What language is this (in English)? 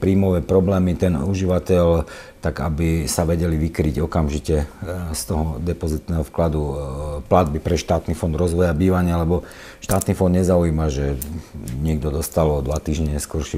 Slovak